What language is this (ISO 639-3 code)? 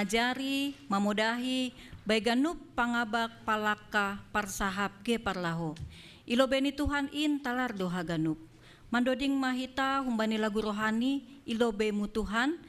bts